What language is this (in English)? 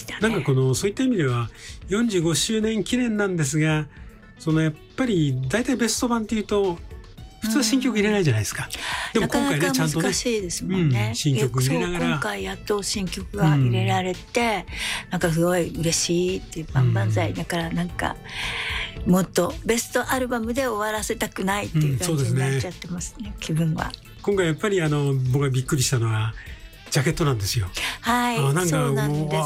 Japanese